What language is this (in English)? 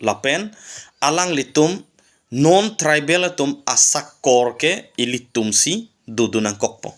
Karbi